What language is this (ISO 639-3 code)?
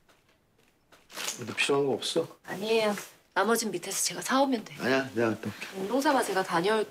kor